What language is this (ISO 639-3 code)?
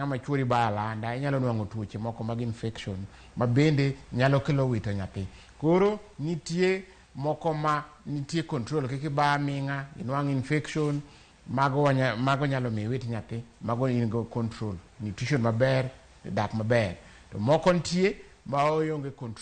luo